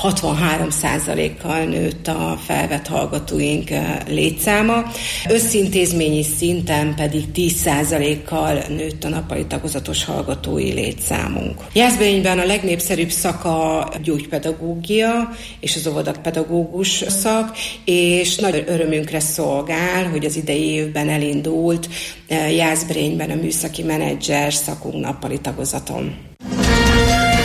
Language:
Hungarian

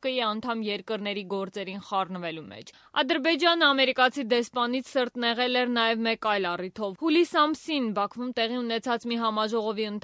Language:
Armenian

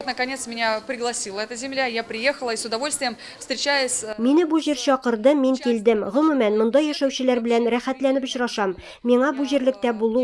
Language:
Tatar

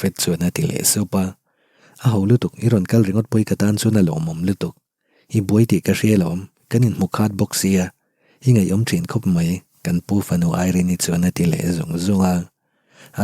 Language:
Mizo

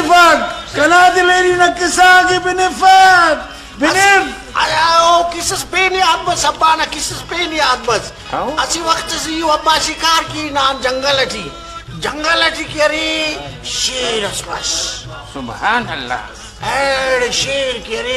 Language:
Brahui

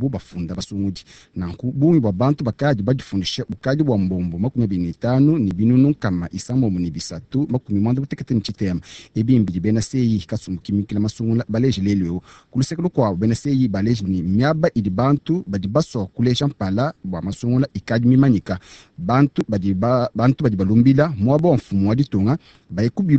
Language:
Luba-Lulua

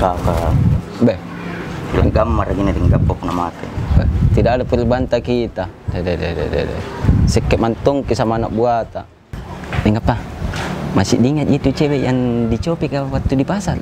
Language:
Makassar Malay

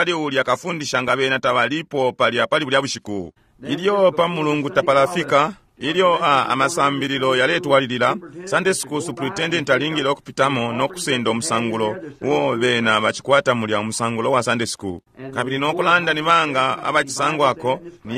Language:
Bemba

